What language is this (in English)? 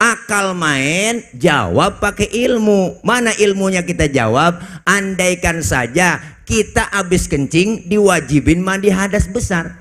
Betawi